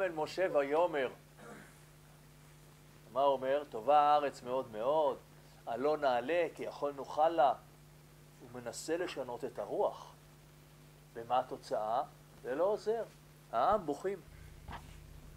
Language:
Hebrew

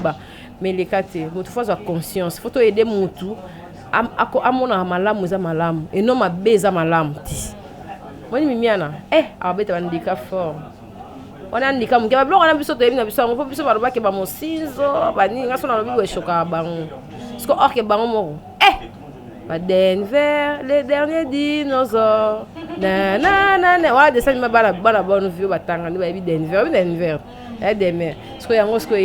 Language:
Lingala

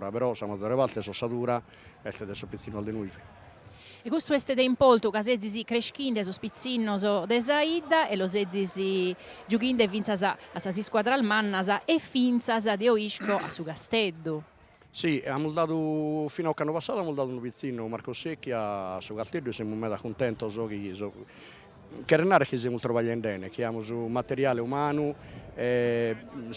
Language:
Sardinian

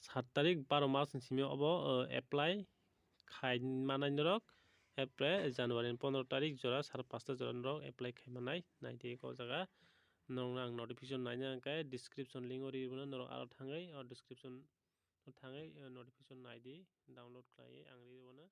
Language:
Kok Borok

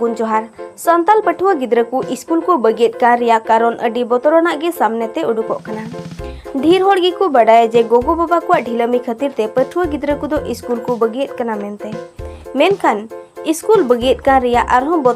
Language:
Santali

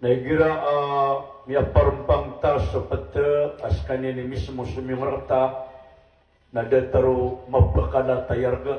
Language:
Maranao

